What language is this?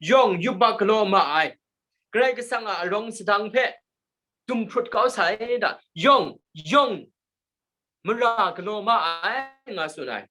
Kachin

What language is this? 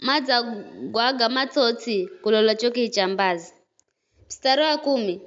Giryama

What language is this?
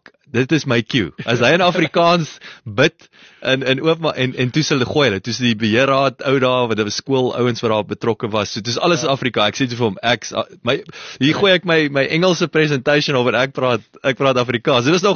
Afrikaans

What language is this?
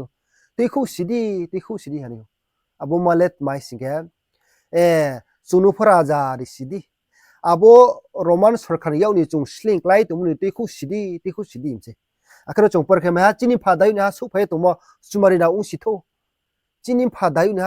Riang (India)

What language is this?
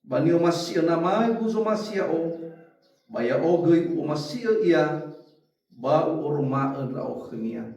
Nias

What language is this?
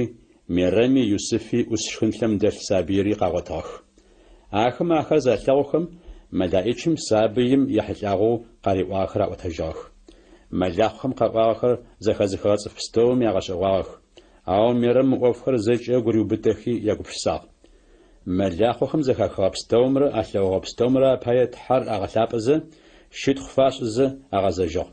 Adyghe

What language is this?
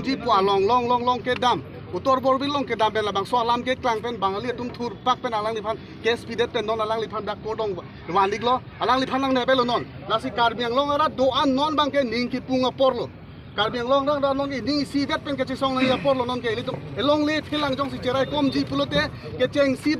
Karbi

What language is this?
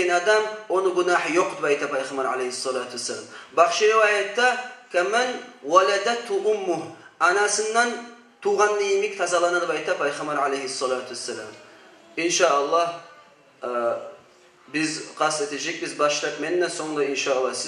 Kumyk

